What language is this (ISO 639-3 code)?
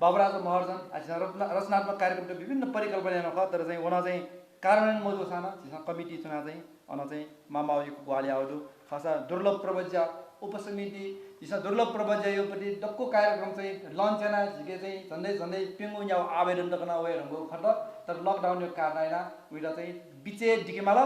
new